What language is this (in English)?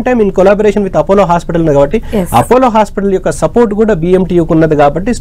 Telugu